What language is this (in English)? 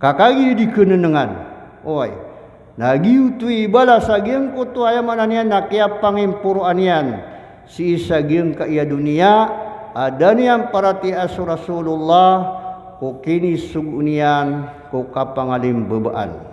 Maranao